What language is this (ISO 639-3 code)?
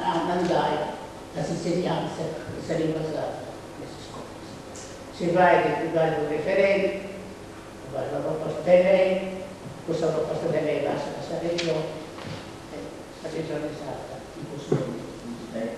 srd